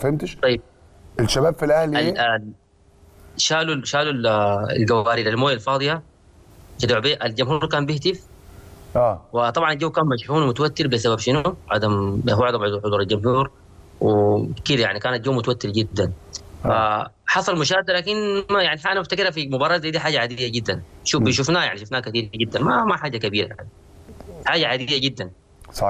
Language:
Egyptian Arabic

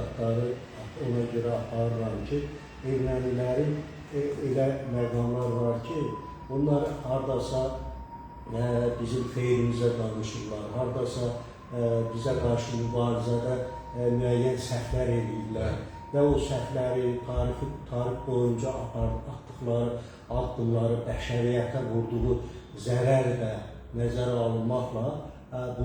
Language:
Azerbaijani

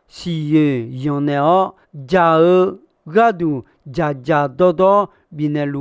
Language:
Akha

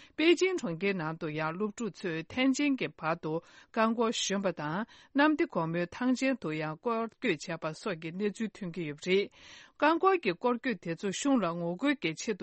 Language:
Tibetan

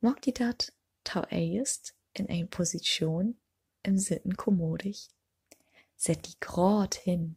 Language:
Low German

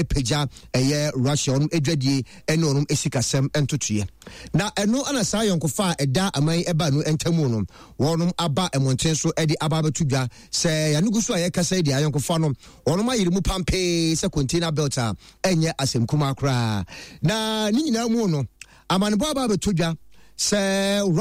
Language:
Akan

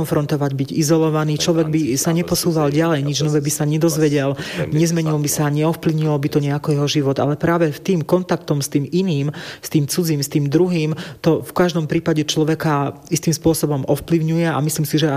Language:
Slovak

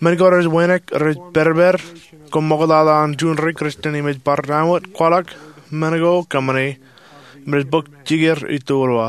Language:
Marshallese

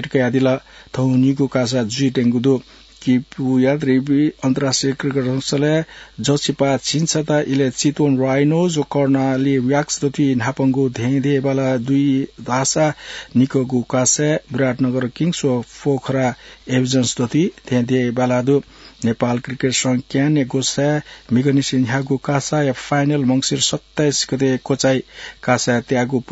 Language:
Newari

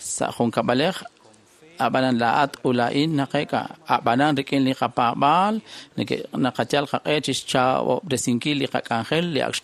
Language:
Kekchí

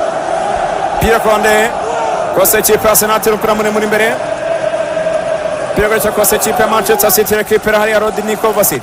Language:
Kinyarwanda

